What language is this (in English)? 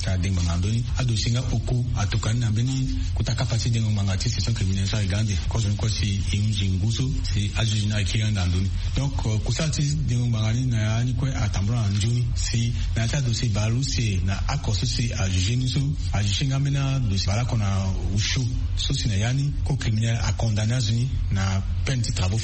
Sango